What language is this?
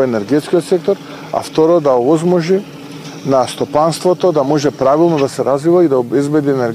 Macedonian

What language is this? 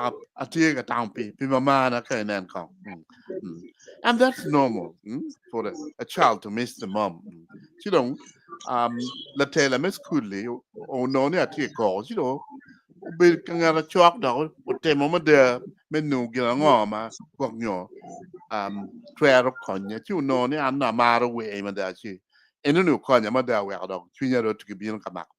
Acoli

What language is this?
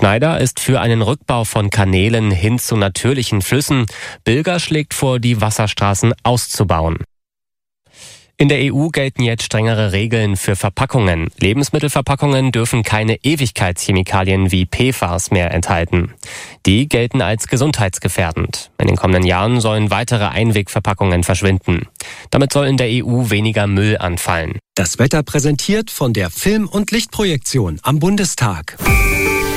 German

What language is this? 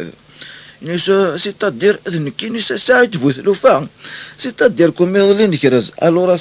Kabyle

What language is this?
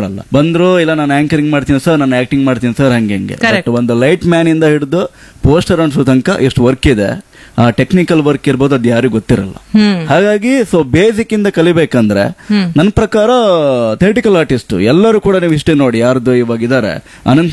Kannada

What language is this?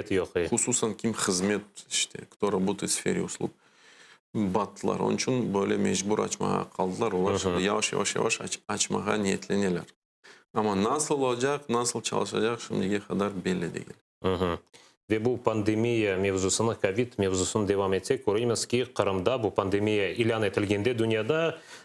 Crimean Tatar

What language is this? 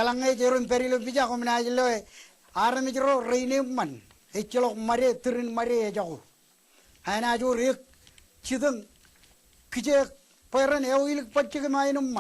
Marshallese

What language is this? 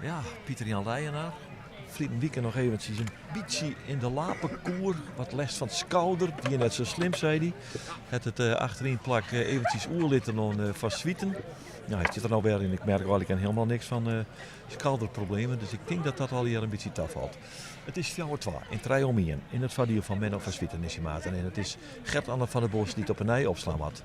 Western Frisian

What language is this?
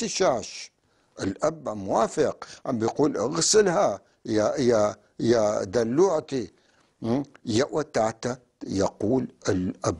North Levantine Arabic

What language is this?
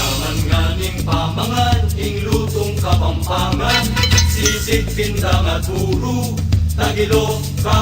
Pampanga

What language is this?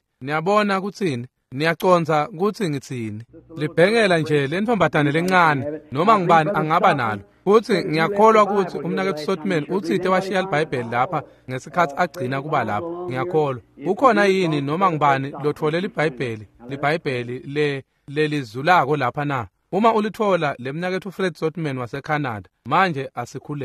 Swati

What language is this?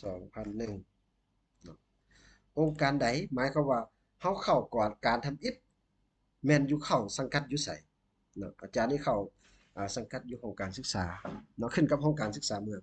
Lao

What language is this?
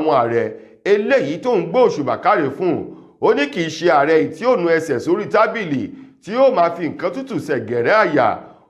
Yoruba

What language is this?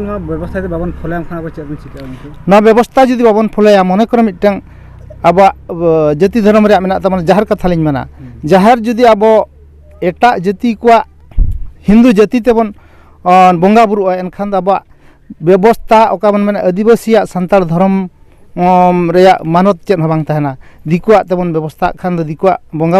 Santali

